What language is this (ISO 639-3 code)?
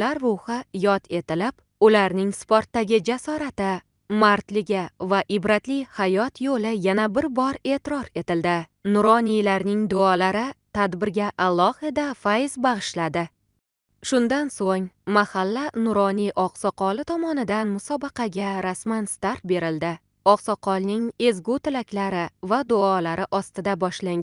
uzb